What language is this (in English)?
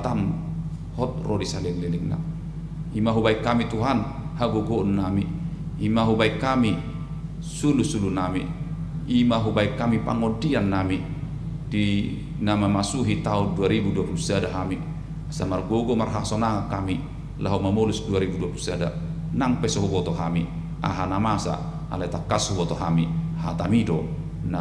Batak Toba